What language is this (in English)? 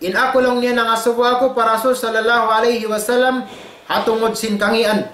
Tausug